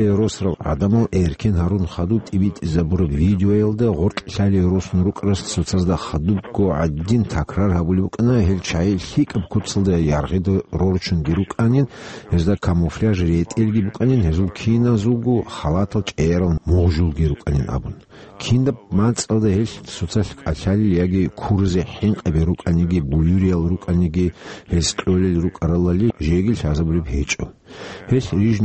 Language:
Avaric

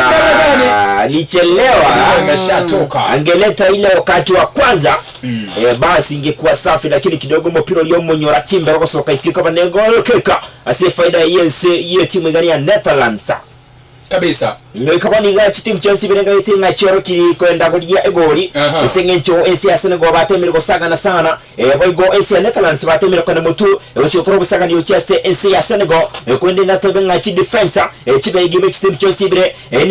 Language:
Gusii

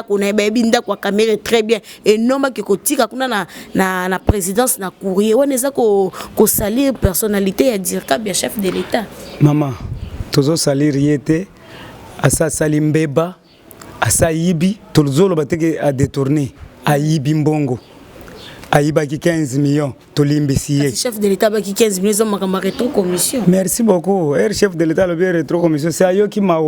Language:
Lingala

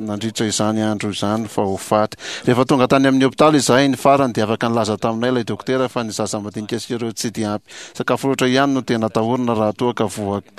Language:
Malagasy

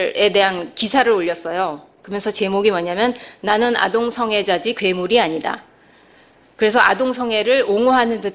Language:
Korean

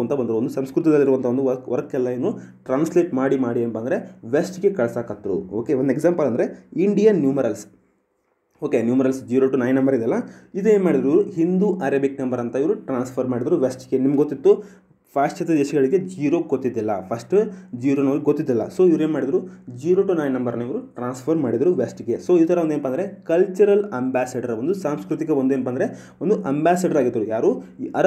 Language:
Kannada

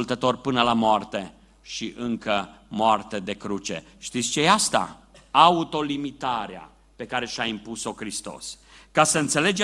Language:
Romanian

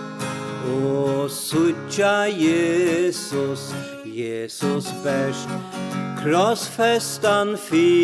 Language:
Faroese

